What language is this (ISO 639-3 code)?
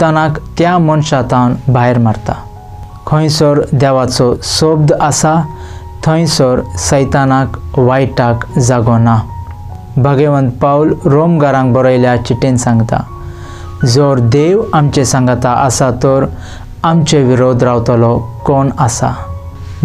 kok